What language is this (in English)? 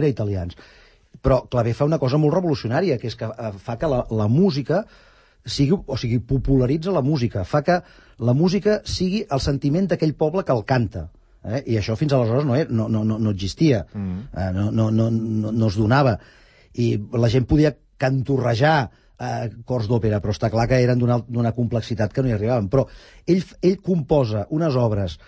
Catalan